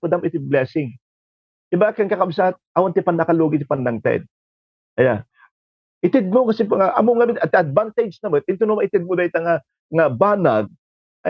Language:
Iloko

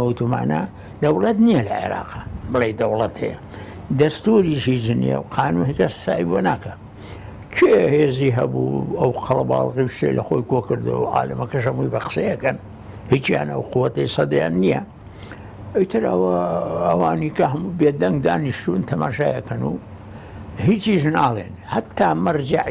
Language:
Central Kurdish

